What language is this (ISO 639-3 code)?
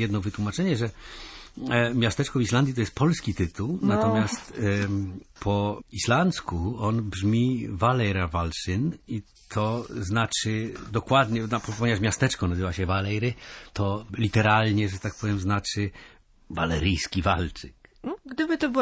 pol